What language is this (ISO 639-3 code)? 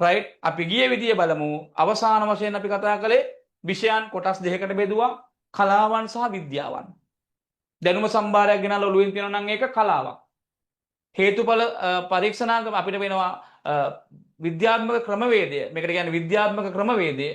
sin